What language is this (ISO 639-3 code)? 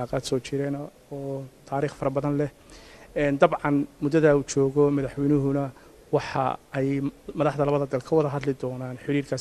som